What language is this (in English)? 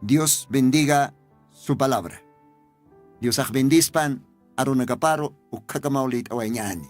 Aymara